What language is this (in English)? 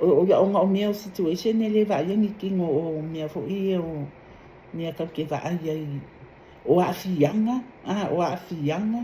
Samoan